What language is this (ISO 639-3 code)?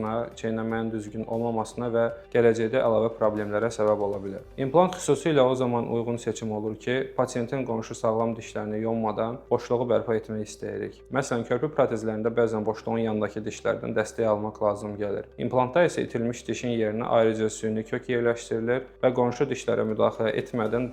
aze